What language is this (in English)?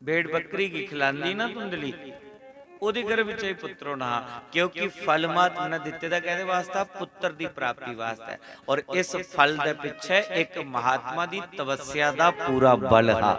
Dogri